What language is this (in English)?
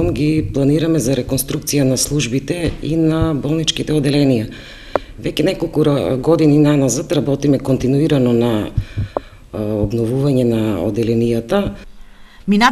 Macedonian